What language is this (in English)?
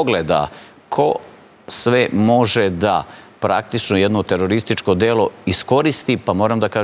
Serbian